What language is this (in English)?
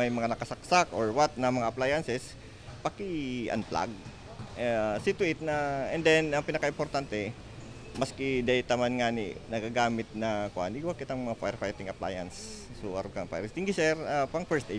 Bikol